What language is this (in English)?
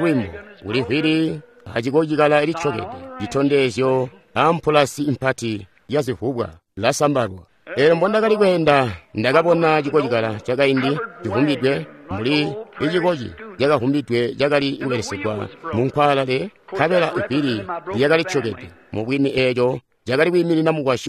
Tonga (Zambia)